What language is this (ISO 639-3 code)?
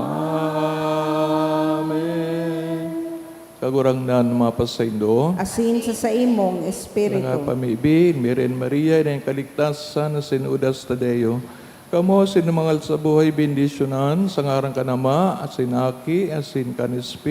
bik